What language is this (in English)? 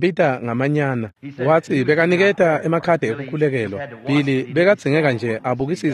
Swati